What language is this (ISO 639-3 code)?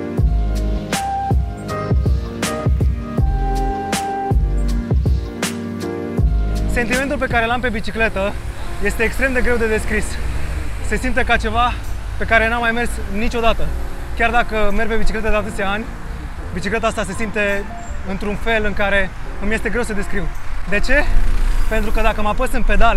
ron